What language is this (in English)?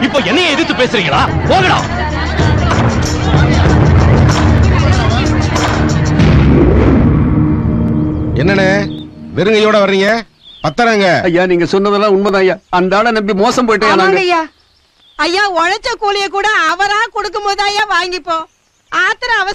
Tamil